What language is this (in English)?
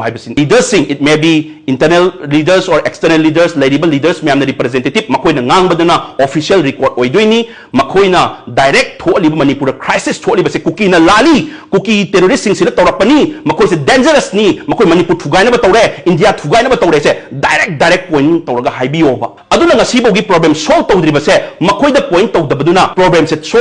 Manipuri